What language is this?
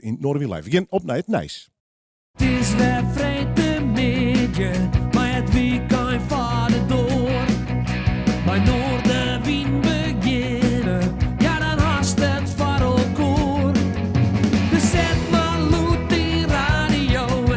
Western Frisian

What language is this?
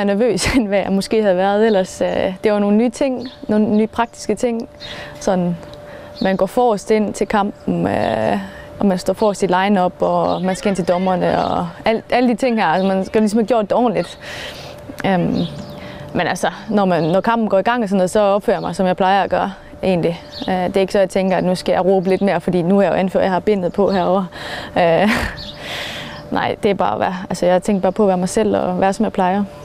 Danish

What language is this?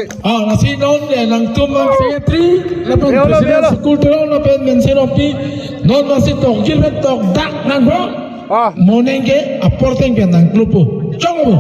Karbi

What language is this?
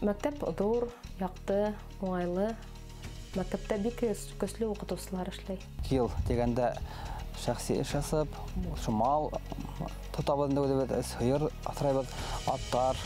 Bashkir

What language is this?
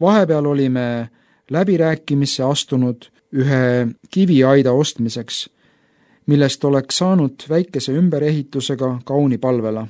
Estonian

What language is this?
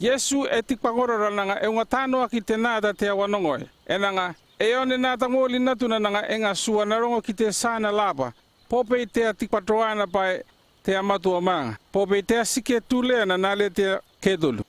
North Efate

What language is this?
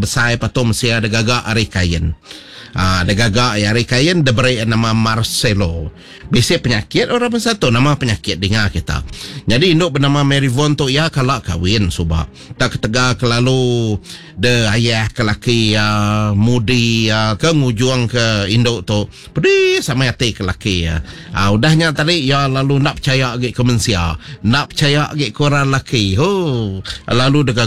Iban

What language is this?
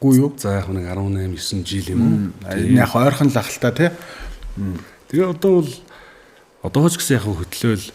Mongolian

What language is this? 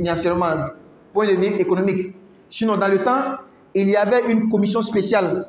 French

